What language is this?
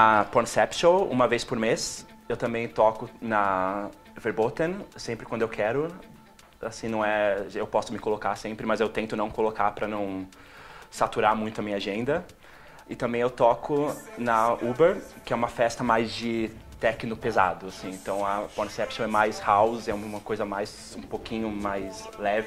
Portuguese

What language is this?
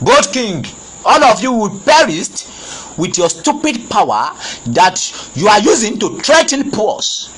Yoruba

